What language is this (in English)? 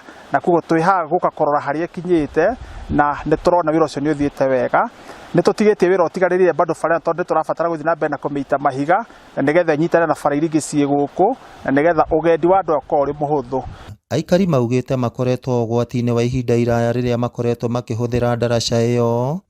Kikuyu